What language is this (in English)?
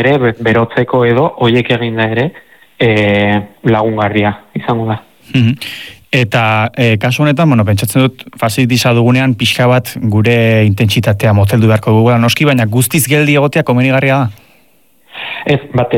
Basque